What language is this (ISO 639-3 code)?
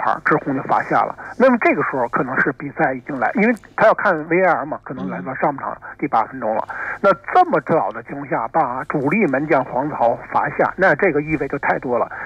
zho